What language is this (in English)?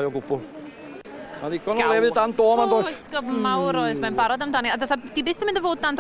Welsh